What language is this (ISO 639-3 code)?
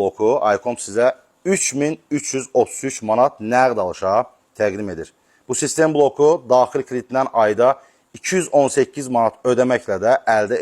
aze